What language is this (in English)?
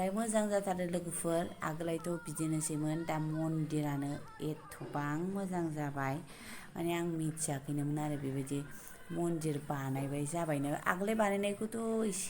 Bodo